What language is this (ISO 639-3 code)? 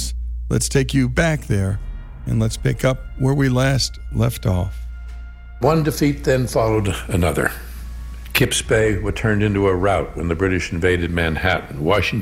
eng